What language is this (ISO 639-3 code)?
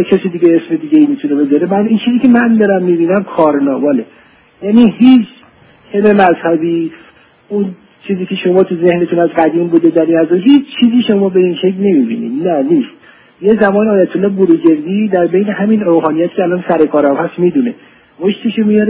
fas